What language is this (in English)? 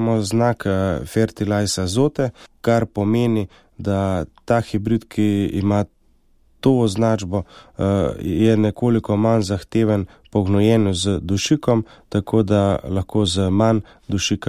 Slovenian